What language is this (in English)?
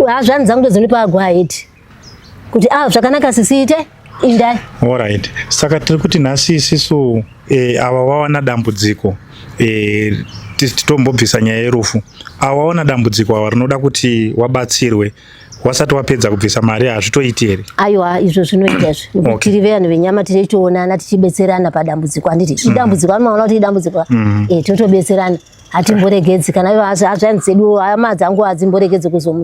Shona